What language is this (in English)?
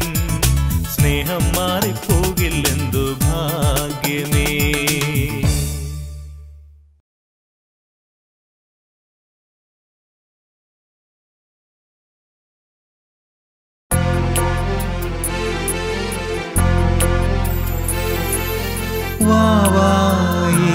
Malayalam